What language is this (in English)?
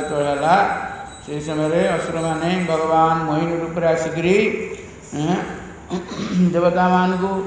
Odia